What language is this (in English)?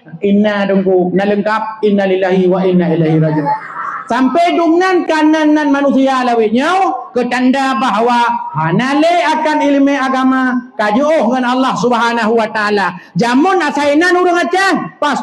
Achinese